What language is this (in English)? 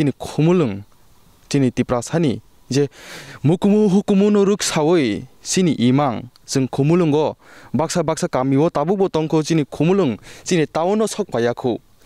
Kok Borok